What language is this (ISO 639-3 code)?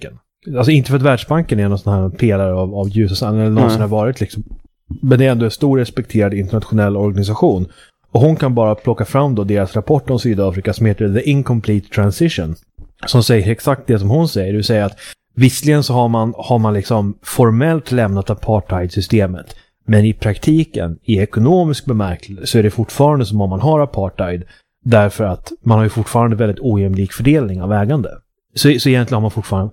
swe